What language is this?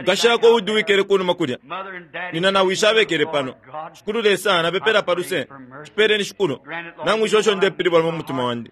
Bemba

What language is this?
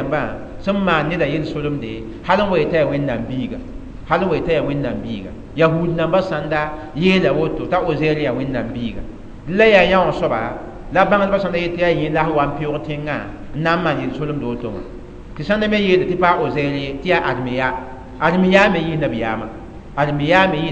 Mossi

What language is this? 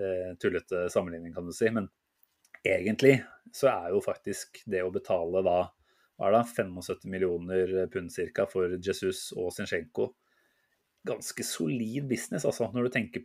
Norwegian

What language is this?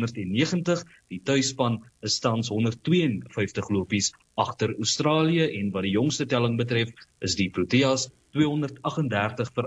Afrikaans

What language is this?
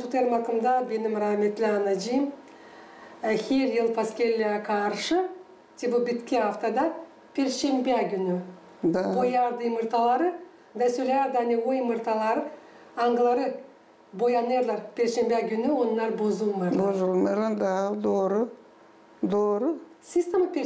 Gagauz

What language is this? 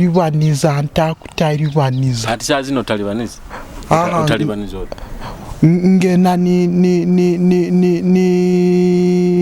Nyoro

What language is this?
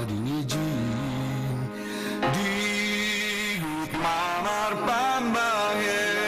Batak Simalungun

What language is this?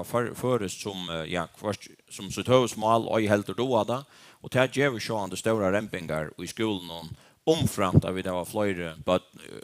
Faroese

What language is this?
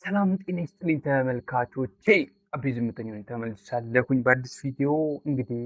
Amharic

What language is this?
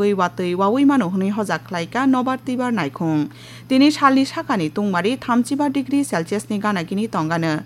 Kok Borok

